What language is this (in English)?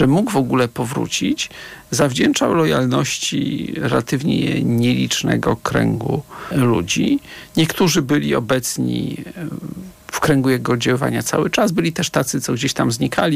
Polish